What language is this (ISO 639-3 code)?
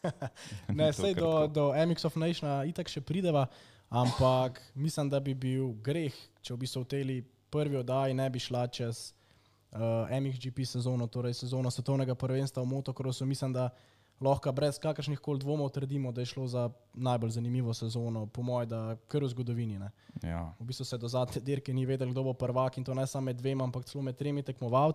slv